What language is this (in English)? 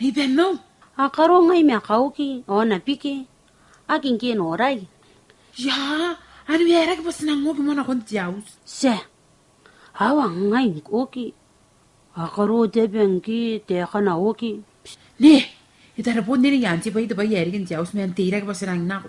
Gilbertese